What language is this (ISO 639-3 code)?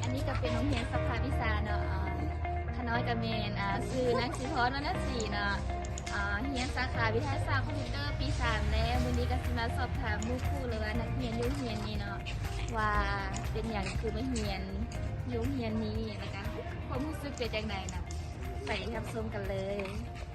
lao